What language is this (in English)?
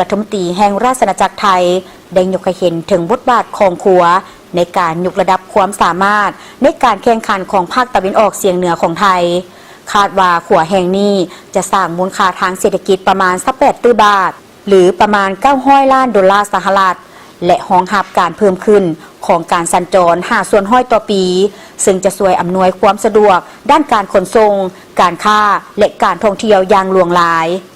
Lao